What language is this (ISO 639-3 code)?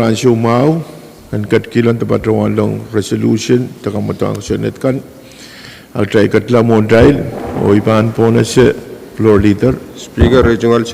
pon